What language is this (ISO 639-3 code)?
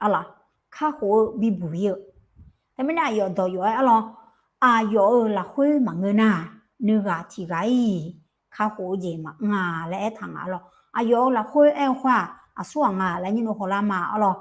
ahk